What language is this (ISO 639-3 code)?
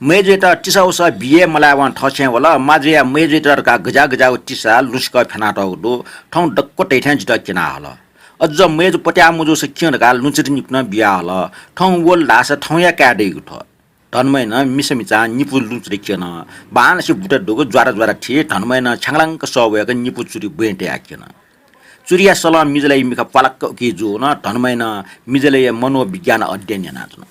new